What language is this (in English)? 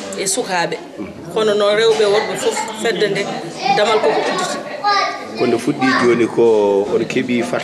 Fula